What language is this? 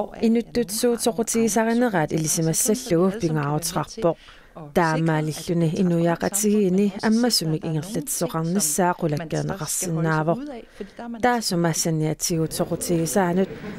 Kalaallisut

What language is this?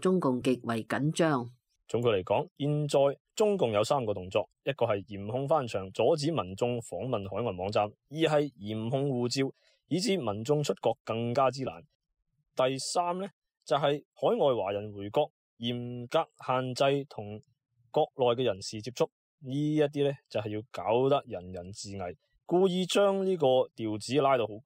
Cantonese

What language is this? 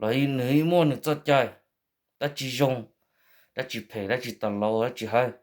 Hmong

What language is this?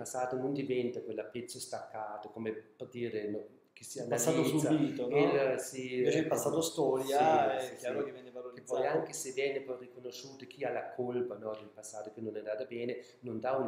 Italian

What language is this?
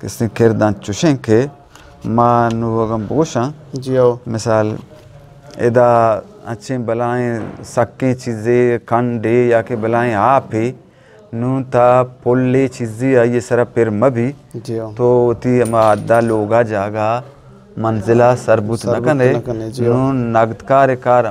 Eastern Balochi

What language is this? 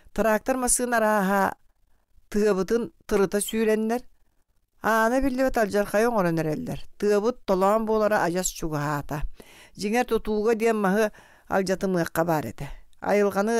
Yakut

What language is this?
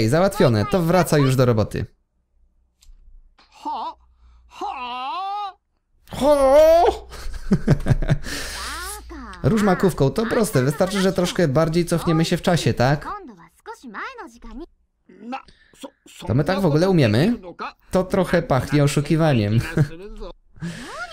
Polish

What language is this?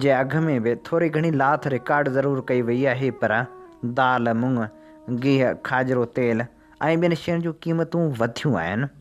Sindhi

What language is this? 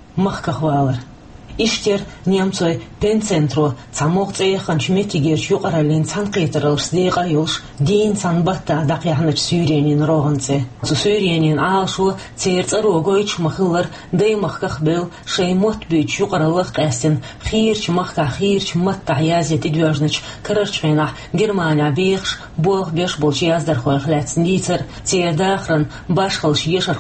Chechen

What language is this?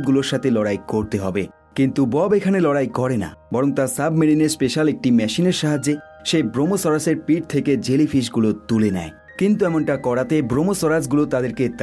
Bangla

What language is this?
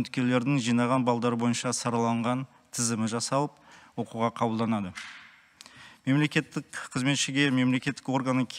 Kazakh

